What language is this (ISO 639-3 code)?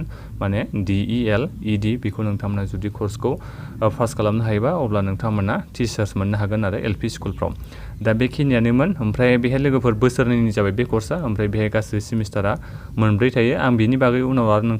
brx